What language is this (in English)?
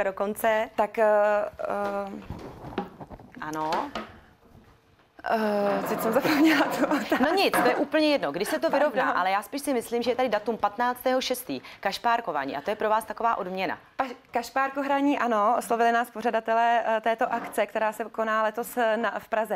Czech